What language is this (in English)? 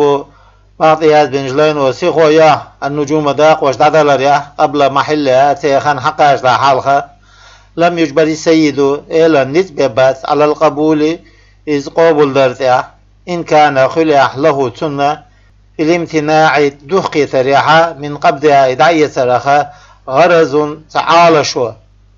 Chechen